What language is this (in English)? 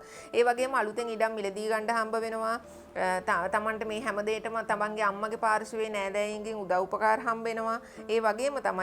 Sinhala